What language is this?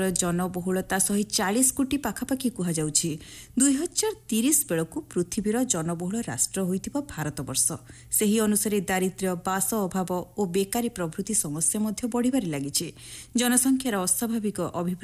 Odia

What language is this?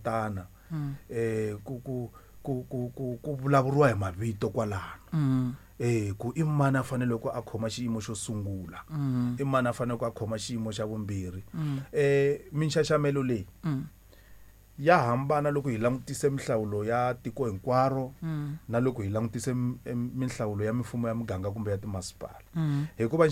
Tsonga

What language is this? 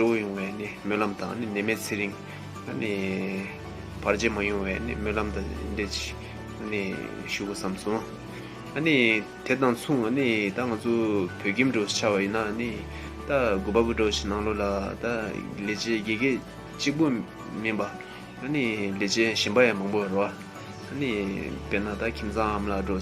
Tibetan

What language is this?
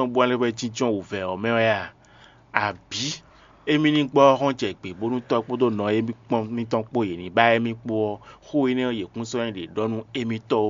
Fon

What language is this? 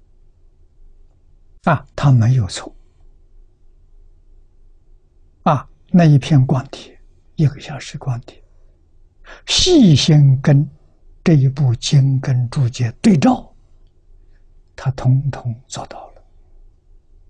Chinese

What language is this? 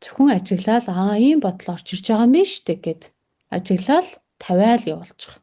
Mongolian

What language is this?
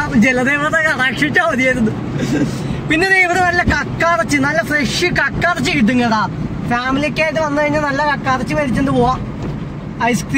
Malayalam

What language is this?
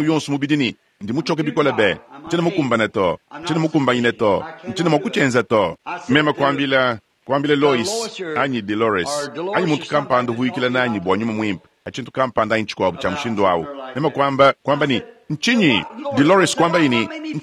Luba-Lulua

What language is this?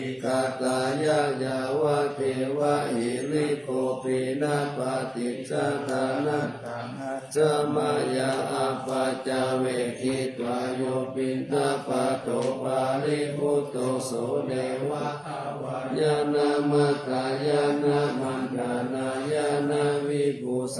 Pali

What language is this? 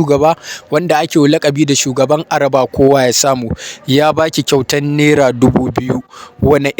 Hausa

